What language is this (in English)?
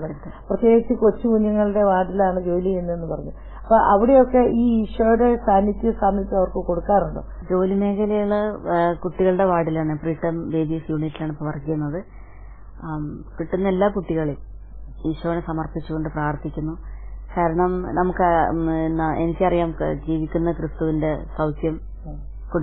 Malayalam